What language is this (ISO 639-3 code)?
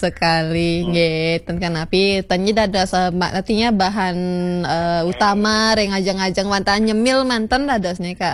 ban